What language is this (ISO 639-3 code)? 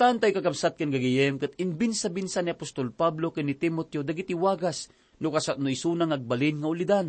ilo